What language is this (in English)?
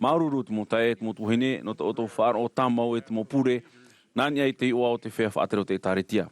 Tahitian